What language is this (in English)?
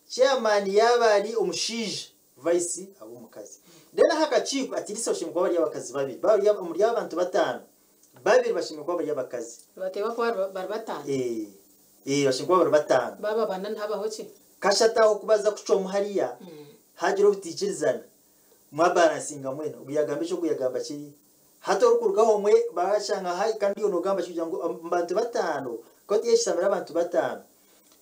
Kinyarwanda